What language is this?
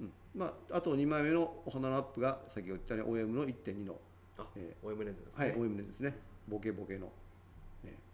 Japanese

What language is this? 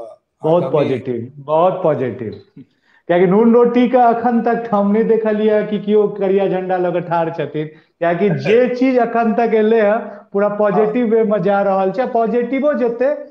Maithili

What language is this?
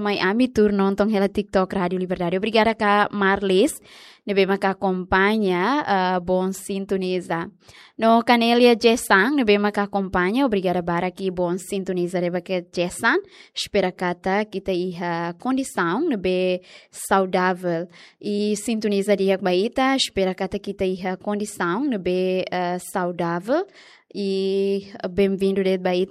Tetum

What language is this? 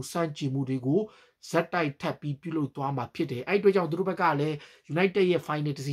Burmese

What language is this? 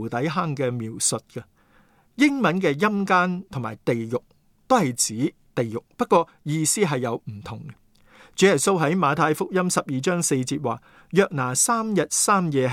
Cantonese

